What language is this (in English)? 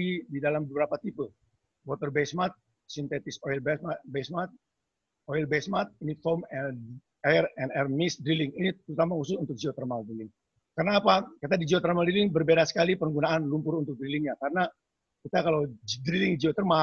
Indonesian